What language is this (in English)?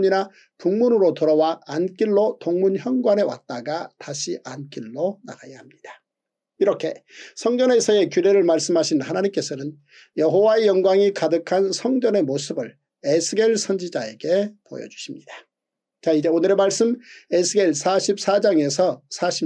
Korean